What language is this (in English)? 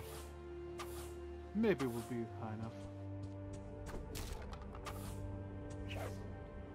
English